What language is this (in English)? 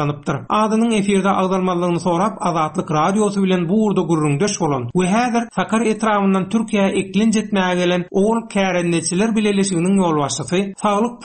Turkmen